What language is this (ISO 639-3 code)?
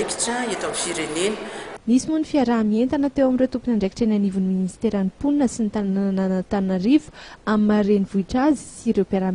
mlg